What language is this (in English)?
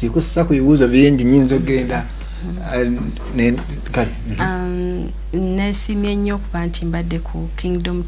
Ganda